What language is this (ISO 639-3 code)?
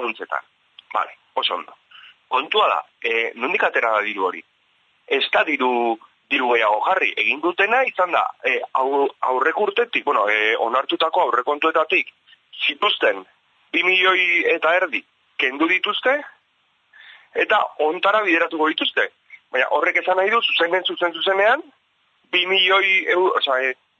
eus